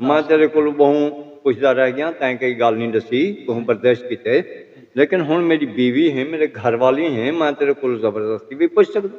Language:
Saraiki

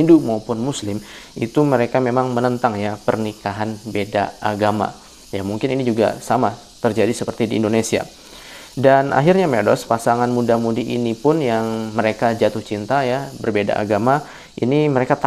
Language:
Indonesian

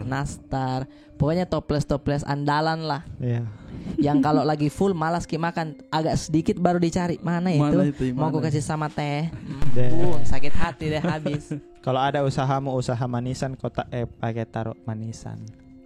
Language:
Makassar Malay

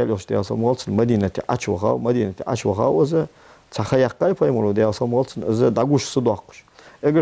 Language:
Ingush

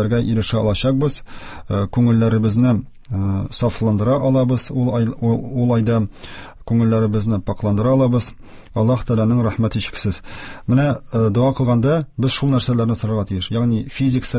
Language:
Tatar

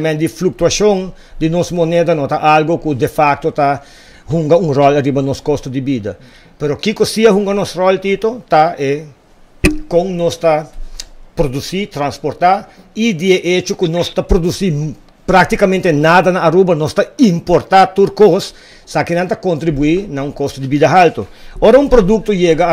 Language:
Papiamento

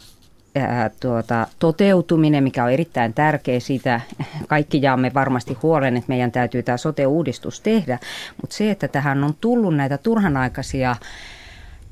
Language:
Finnish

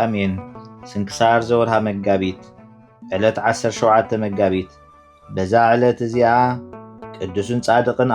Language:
Tigrinya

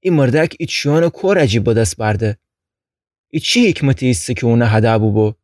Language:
Gilaki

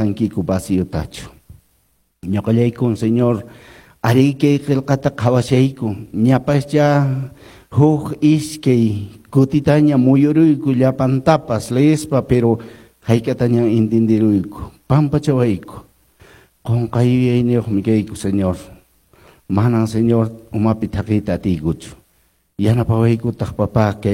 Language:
Quechua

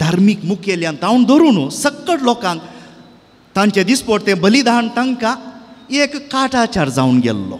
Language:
Konkani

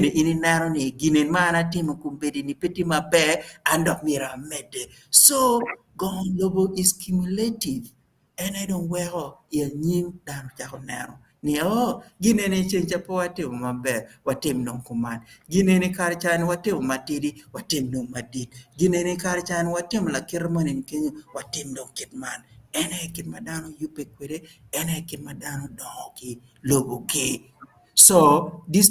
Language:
Acoli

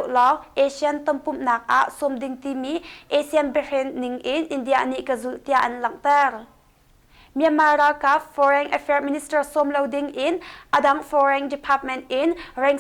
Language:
Hakha Chin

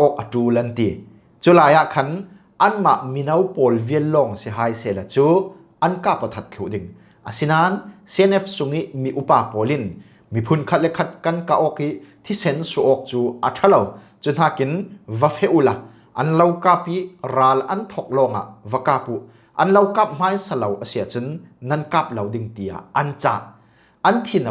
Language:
Falam Chin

